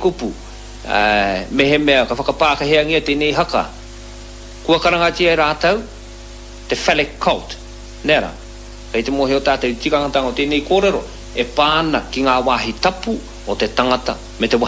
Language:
Māori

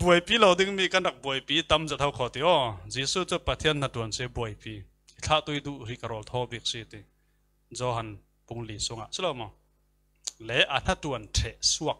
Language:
Falam Chin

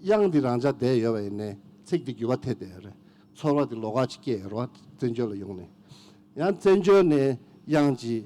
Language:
Tibetan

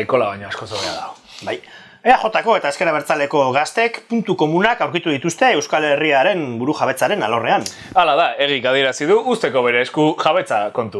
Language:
Basque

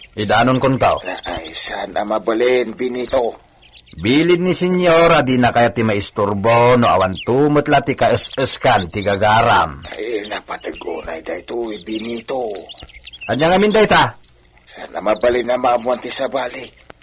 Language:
Iloko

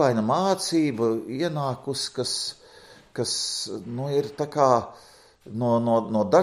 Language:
Latvian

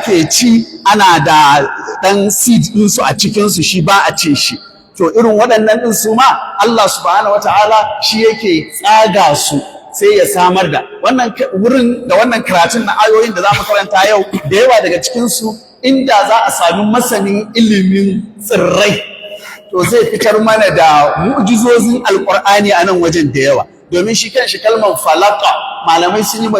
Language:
Hausa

